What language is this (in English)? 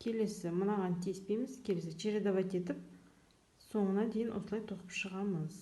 Kazakh